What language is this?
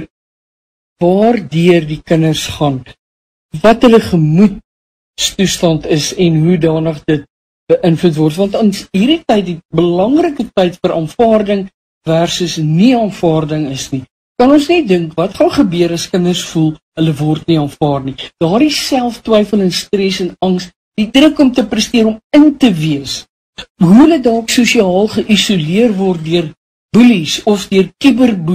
Afrikaans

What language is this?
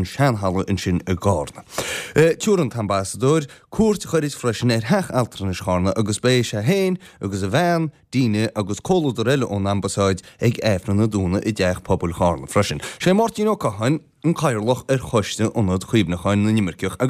Irish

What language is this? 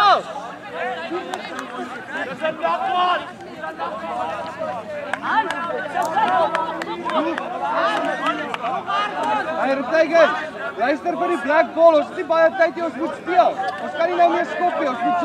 Afrikaans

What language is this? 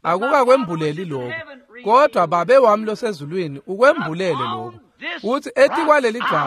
Swati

